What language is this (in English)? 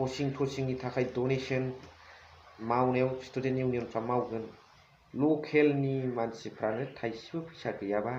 Bodo